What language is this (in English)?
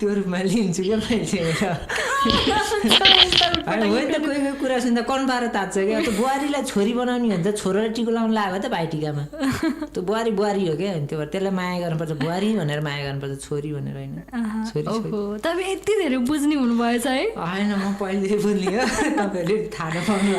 Nepali